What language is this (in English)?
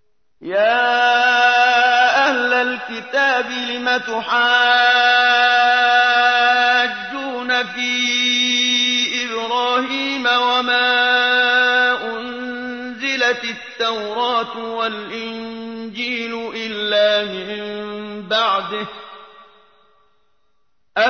Arabic